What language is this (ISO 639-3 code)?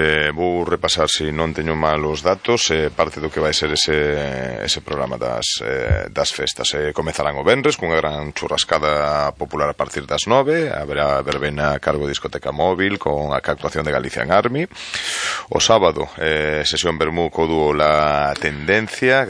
glg